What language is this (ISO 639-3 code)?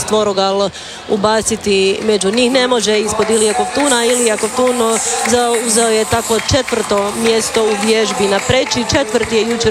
hrv